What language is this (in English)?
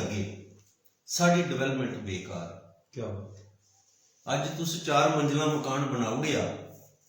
Dogri